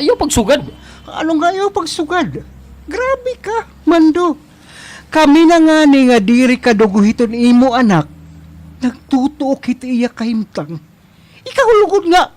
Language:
Waray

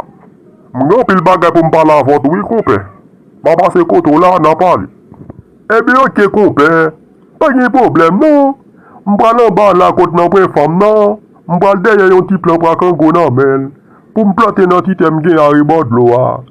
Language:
Haitian Creole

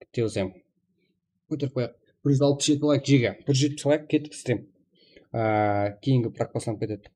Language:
Kara-Kalpak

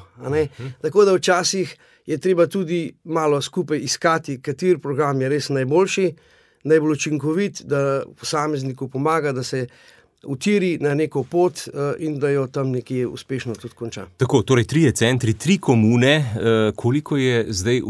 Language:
Slovenian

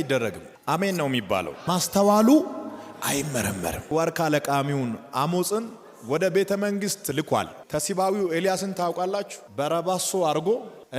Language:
Amharic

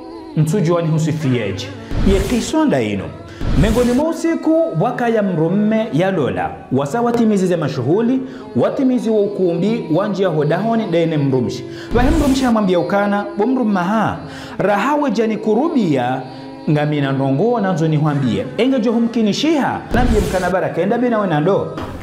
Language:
Ngazidja Comorian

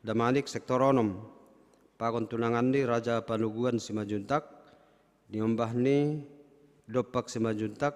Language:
Batak Simalungun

